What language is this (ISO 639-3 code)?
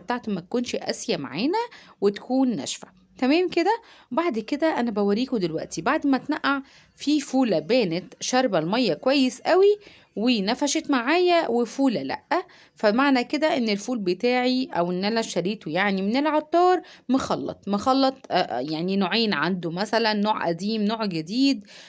arz